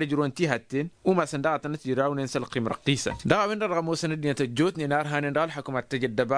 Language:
Tamasheq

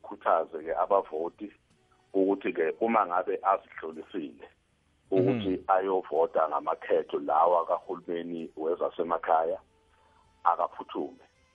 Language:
South Ndebele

